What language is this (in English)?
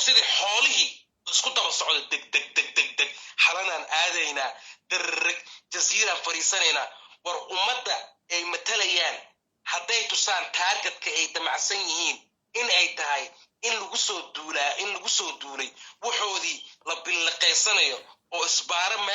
Somali